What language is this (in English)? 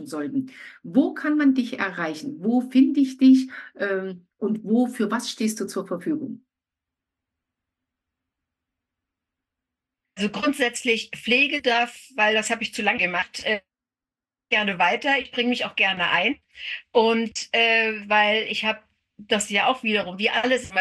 German